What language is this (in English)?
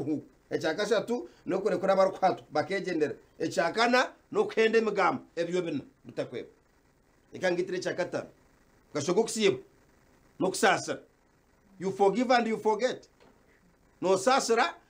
Nyankole